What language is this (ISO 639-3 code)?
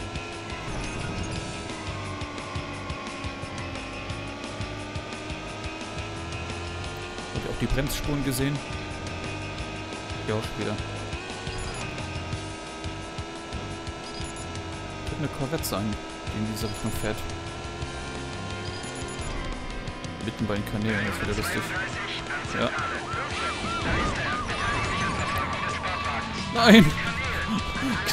deu